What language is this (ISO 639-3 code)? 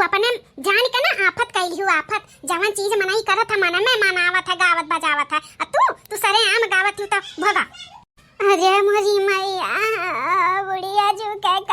bho